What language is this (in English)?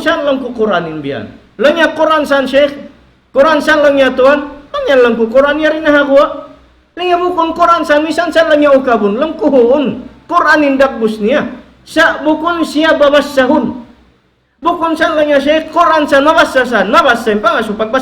Tausug